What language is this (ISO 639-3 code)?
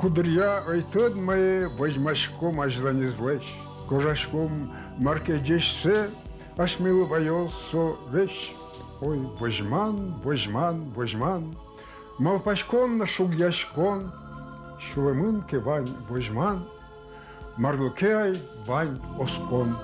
udm